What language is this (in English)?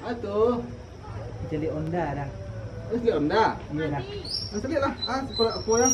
Minangkabau